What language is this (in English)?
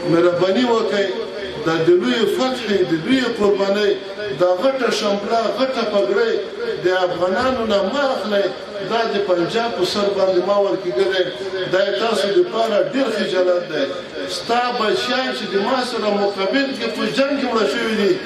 Pashto